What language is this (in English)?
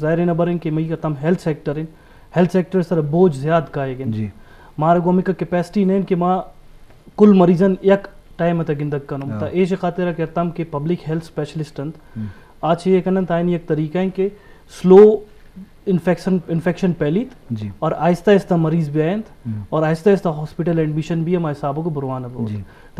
Eastern Balochi